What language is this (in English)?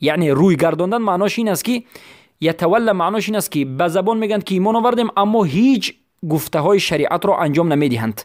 Persian